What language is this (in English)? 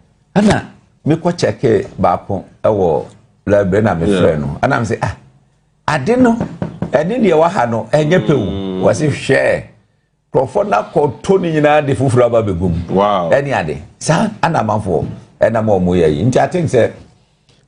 Akan